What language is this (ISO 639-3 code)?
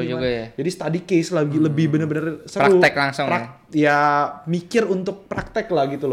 ind